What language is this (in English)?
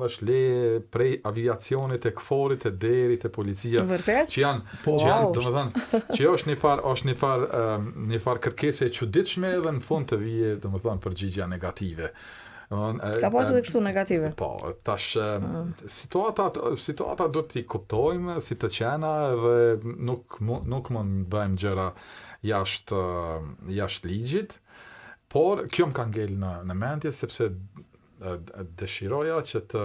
Albanian